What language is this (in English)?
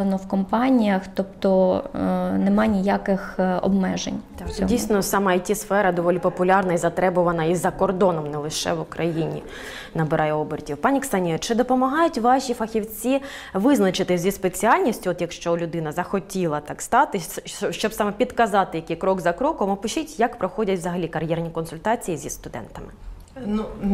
Ukrainian